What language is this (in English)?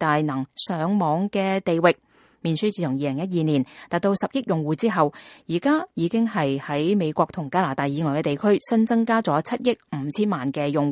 Cantonese